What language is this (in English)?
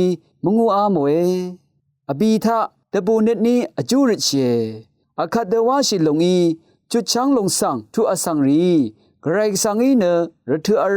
Rawang